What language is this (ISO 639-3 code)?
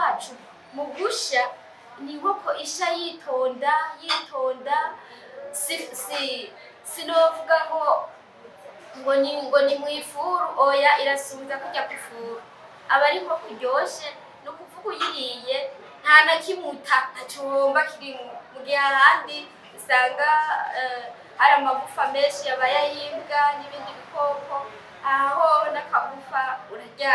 run